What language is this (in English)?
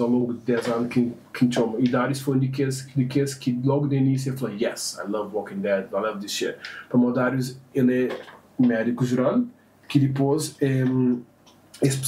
Kabuverdianu